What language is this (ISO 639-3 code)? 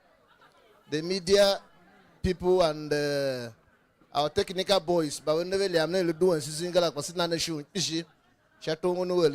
tiv